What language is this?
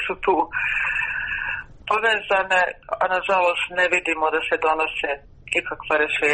Croatian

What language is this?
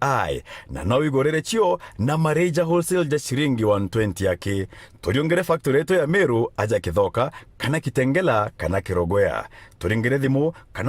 Meru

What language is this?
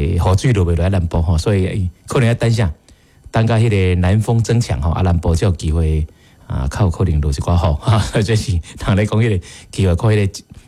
Min Nan Chinese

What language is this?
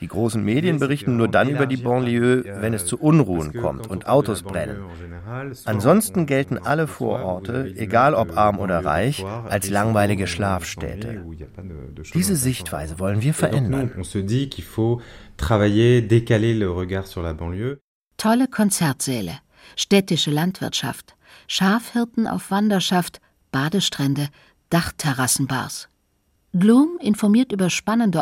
German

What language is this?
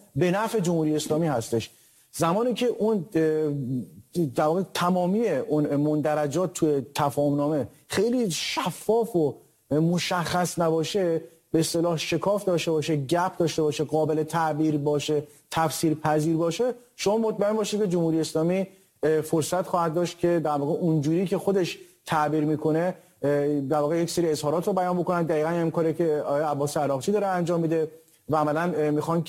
Persian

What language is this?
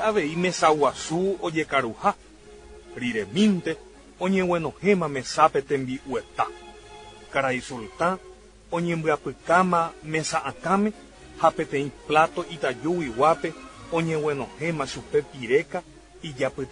Guarani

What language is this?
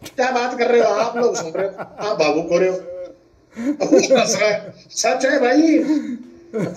Hindi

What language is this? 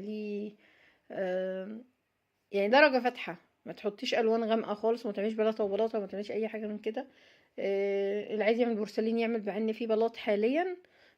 Egyptian Arabic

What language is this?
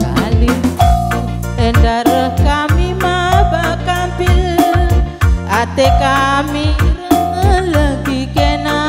Batak Karo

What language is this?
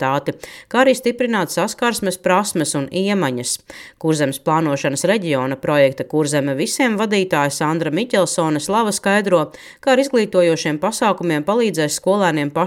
Latvian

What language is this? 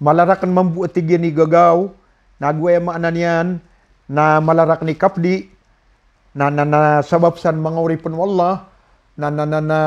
Maranao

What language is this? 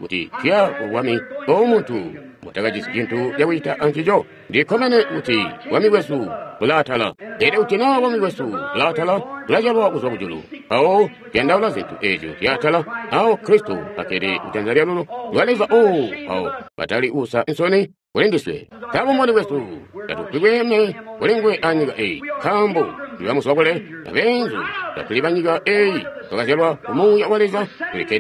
Tonga (Zambia)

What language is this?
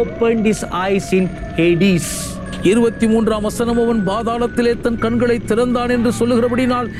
Tamil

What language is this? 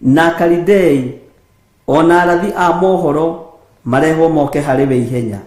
Kikuyu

